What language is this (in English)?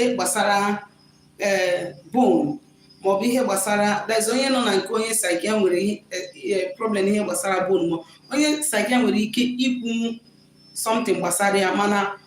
Igbo